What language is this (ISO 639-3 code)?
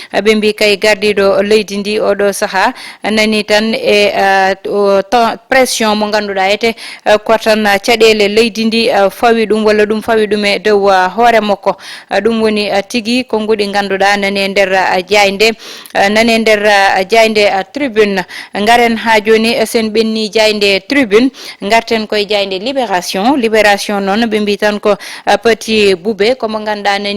ful